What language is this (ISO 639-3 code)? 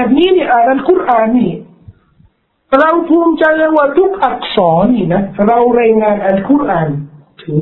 tha